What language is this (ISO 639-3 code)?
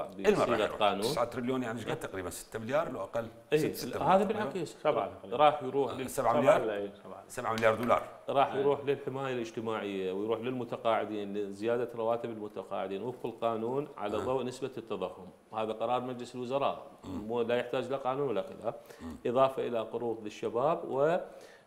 acm